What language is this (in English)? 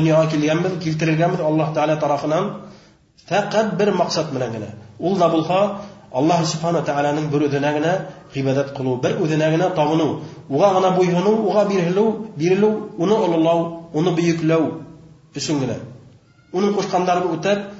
Bashkir